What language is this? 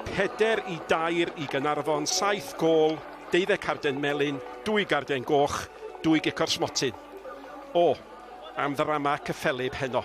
Welsh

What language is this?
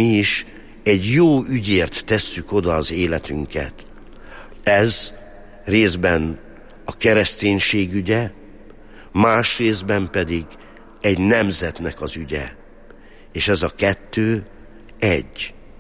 Hungarian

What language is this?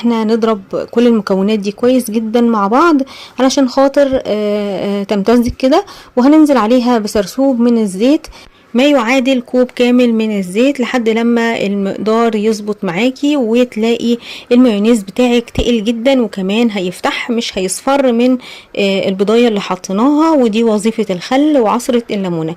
Egyptian Arabic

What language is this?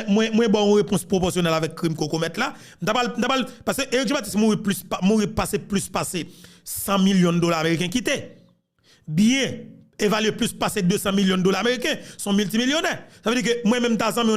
Haitian Creole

